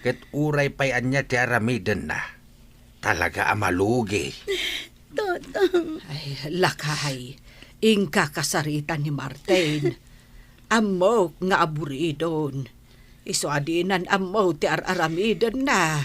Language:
Iloko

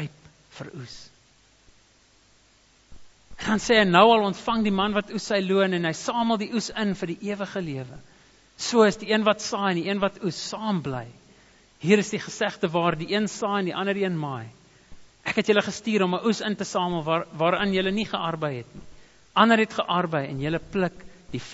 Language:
Afrikaans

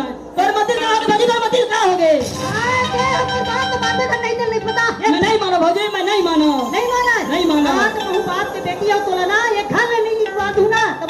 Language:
Chhattisgarhi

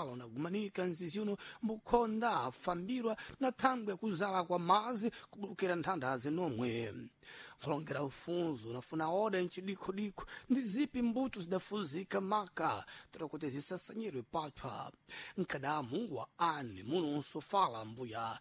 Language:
Sena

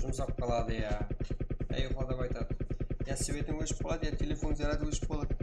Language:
Kara-Kalpak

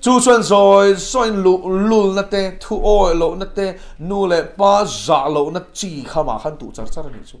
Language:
Mizo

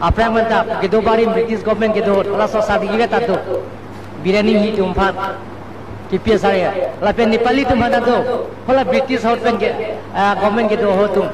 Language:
Karbi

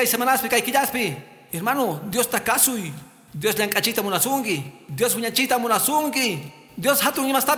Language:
Quechua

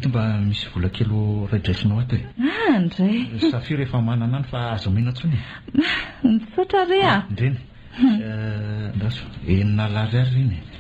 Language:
Malagasy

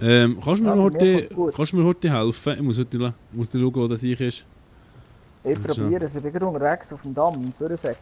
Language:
Swiss German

